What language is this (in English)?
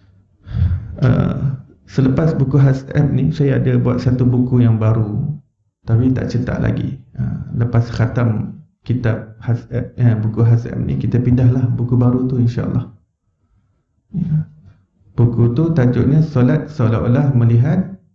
Malay